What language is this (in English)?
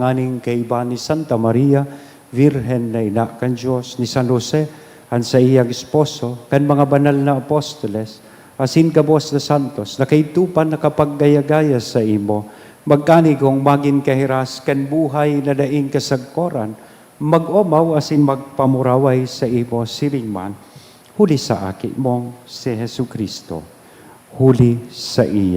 Bikol